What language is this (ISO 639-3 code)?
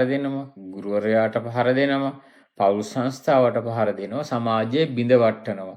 sin